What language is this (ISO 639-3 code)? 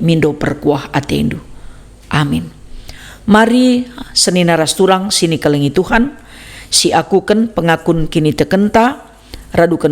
btx